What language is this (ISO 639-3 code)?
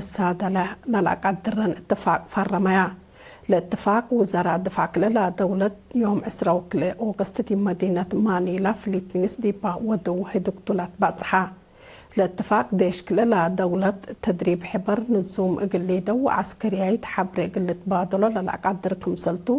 tig